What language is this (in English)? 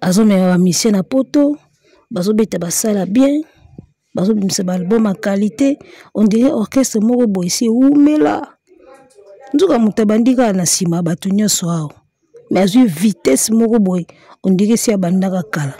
Lingala